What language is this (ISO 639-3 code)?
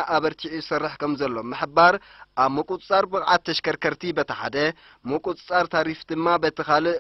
tir